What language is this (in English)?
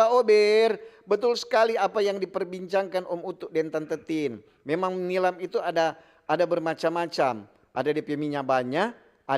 Manado Malay